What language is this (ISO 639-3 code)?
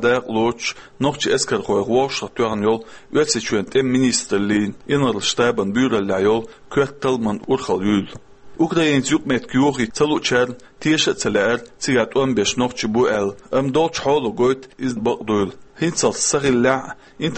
che